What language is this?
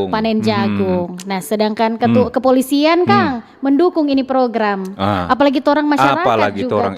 Manado Malay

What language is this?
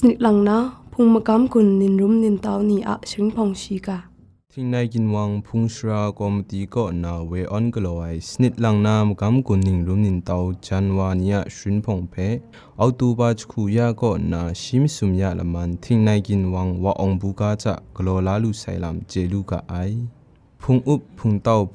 Kachin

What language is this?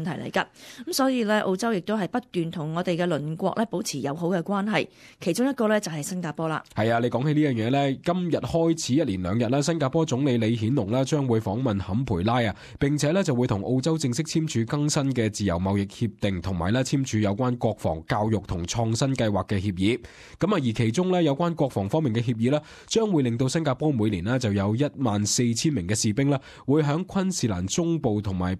Cantonese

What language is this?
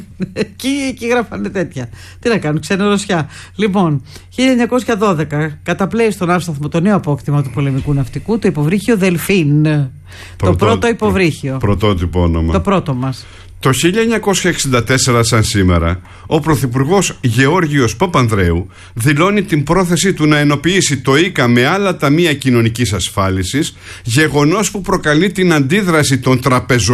Greek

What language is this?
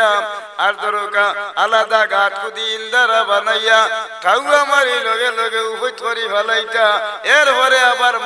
Sylheti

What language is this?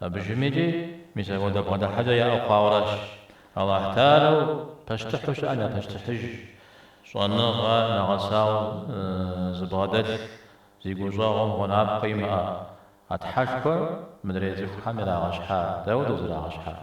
Kabardian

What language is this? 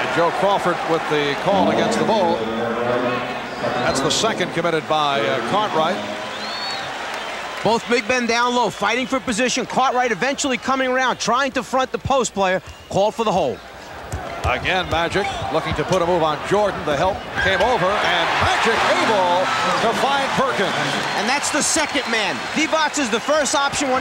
English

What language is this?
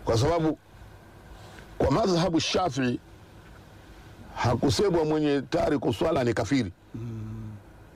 Swahili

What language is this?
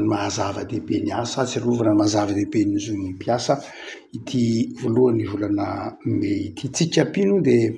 Malagasy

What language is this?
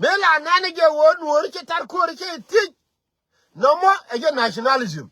Nuer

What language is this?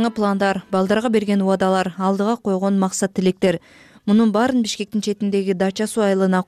Kyrgyz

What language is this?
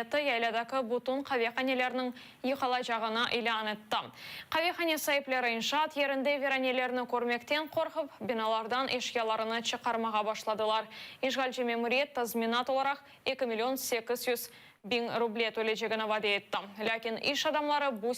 Crimean Tatar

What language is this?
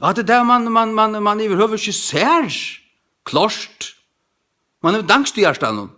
Faroese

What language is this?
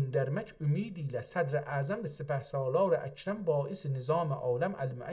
South Azerbaijani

